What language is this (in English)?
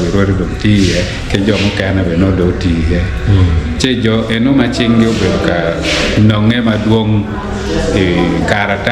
Acoli